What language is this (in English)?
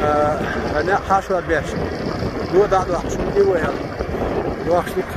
Chechen